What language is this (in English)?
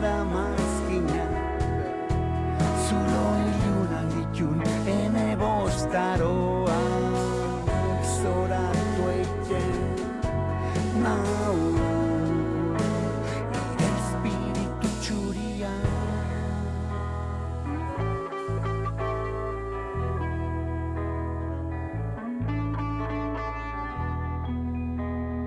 Basque